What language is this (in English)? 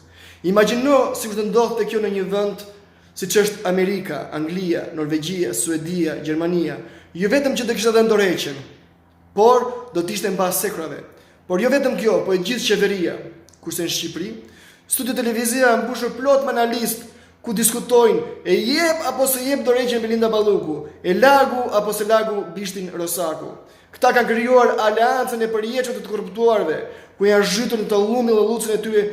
Albanian